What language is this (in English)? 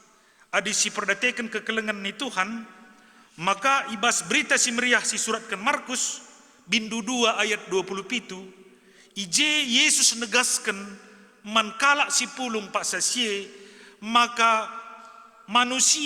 Batak Karo